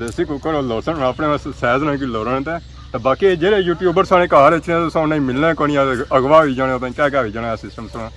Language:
Pahari-Potwari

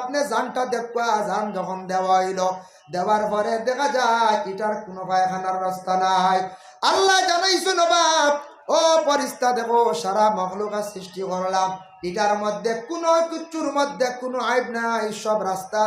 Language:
Sylheti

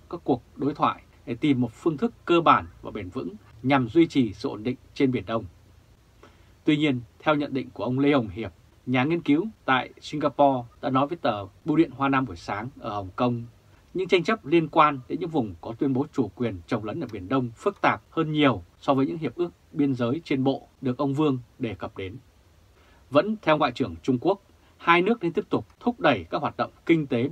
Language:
Vietnamese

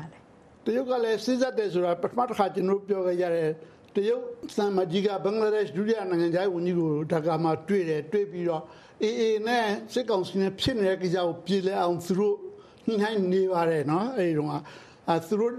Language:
Burmese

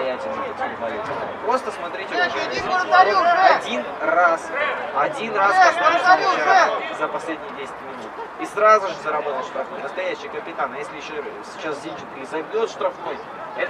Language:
Russian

